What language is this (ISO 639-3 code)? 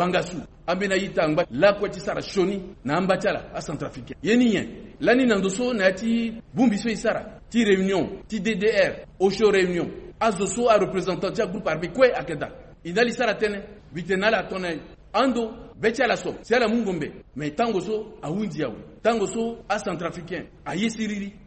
sag